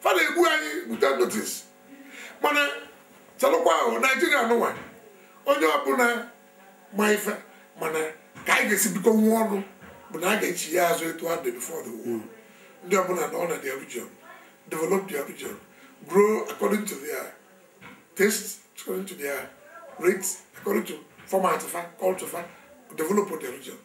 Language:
Igbo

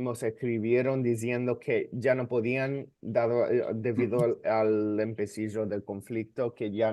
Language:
Ladino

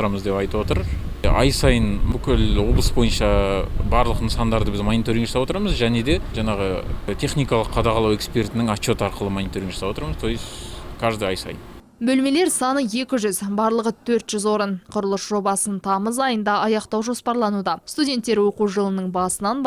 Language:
Kazakh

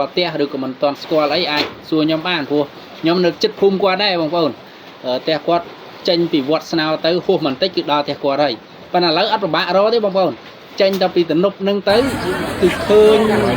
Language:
Khmer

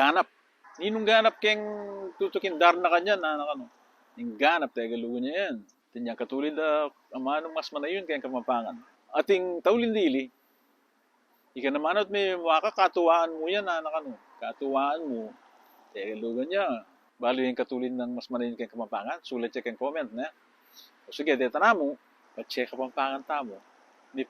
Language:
Pampanga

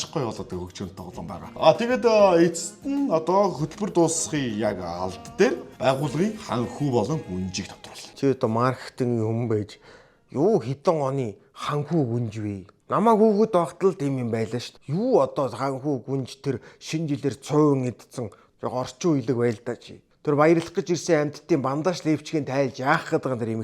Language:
Mongolian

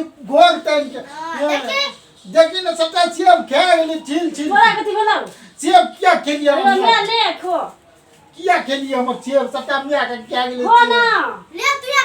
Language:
Maithili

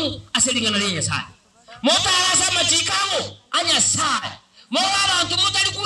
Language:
Gusii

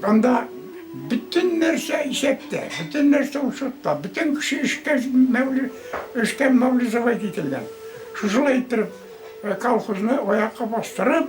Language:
Bashkir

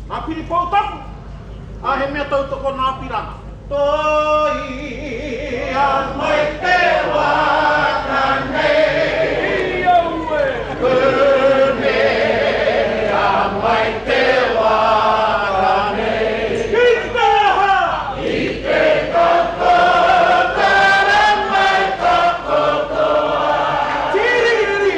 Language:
Māori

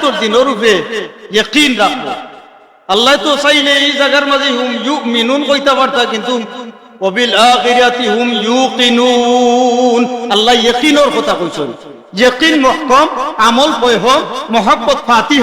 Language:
Sylheti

